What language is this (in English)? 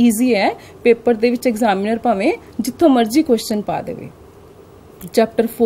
Punjabi